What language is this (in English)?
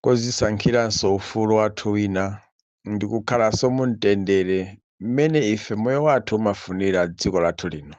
Nyanja